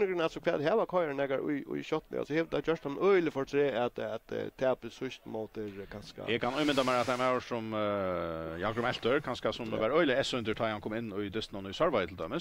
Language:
Faroese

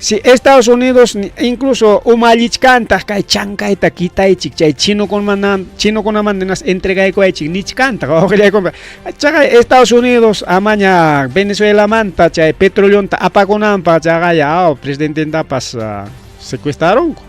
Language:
Ayacucho Quechua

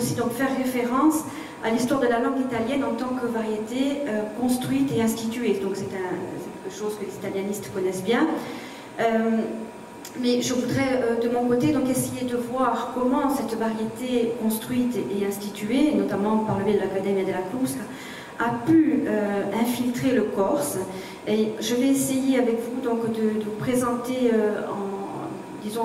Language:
French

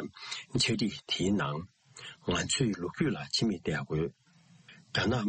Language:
Tibetan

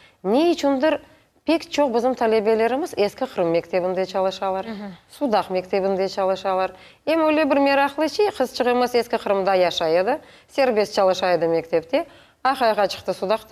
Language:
Crimean Tatar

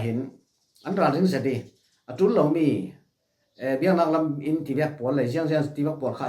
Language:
Falam Chin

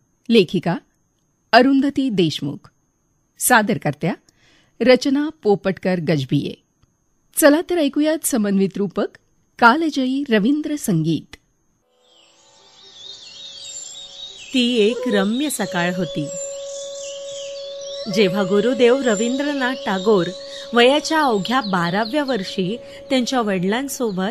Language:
Marathi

